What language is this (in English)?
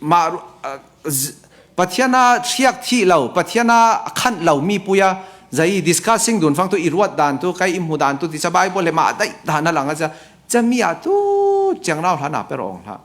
Falam Chin